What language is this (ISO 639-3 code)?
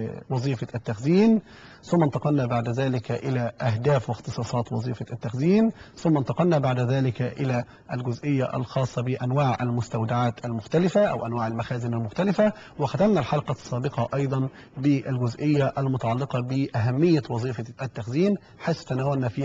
ara